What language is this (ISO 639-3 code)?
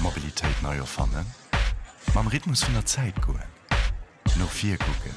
ltz